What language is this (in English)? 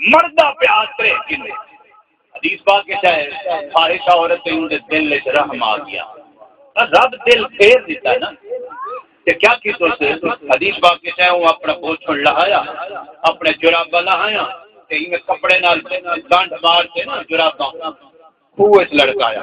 Saraiki